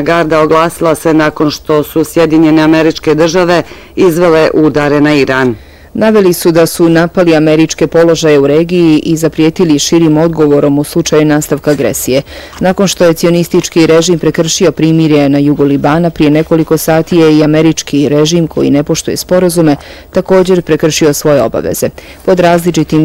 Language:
Bosnian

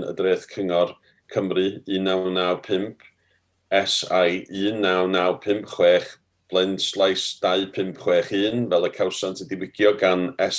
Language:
Welsh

